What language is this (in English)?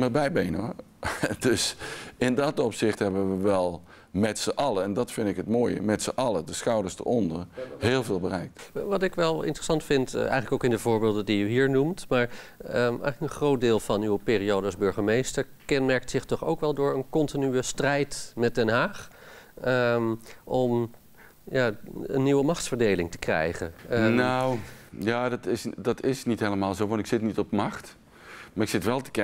Dutch